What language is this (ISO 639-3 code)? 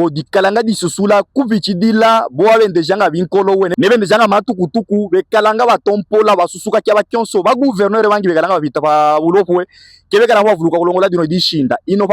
lub